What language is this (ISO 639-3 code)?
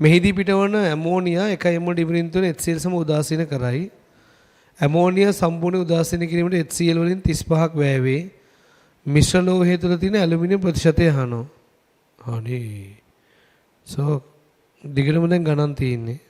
sin